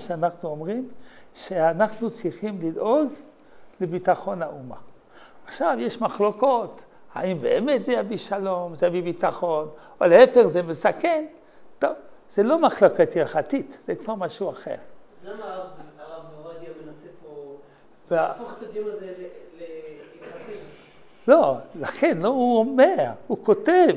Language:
Hebrew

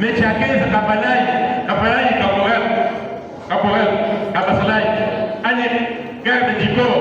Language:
Luba-Lulua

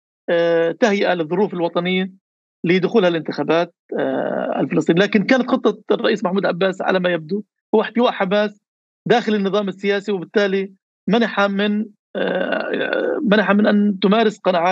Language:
North Levantine Arabic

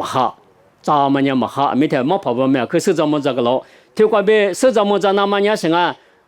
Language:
Lisu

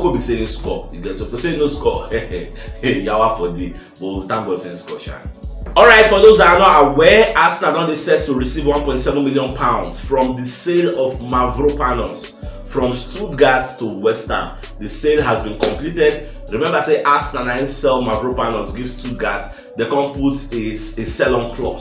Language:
Nigerian Pidgin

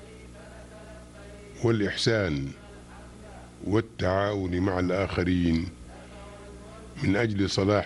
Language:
Arabic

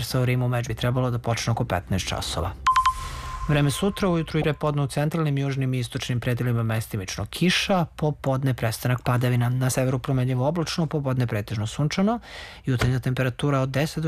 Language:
Serbian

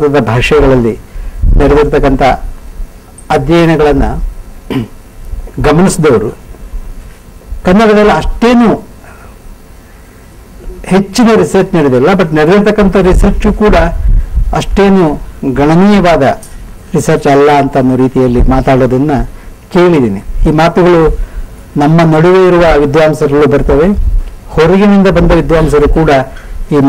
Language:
Kannada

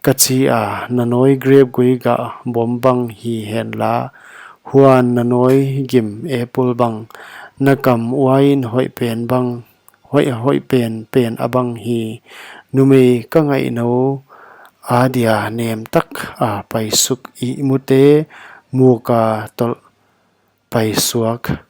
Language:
Paite Chin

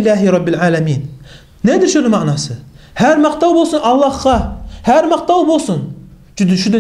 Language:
Kumyk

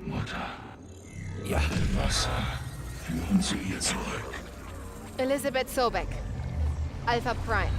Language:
Bavarian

